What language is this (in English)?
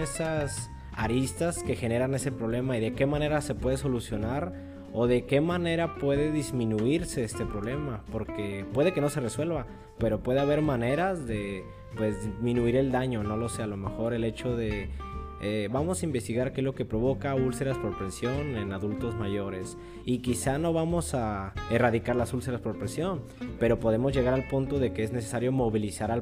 Spanish